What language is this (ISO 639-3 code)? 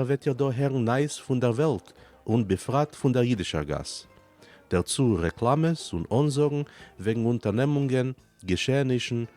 yid